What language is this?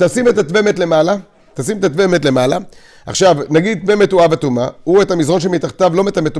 Hebrew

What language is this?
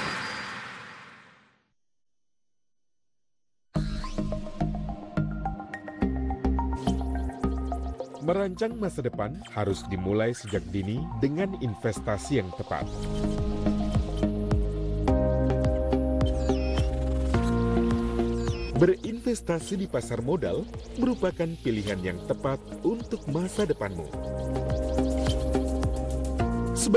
Indonesian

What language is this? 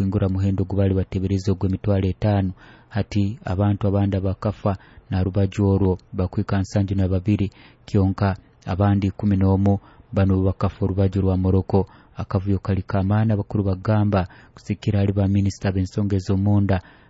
Nyoro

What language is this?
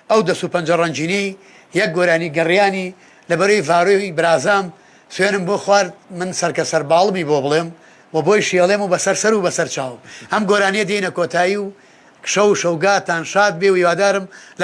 Central Kurdish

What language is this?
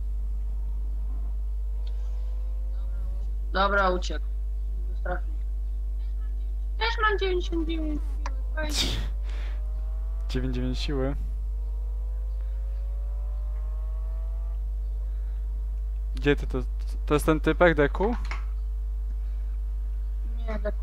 Polish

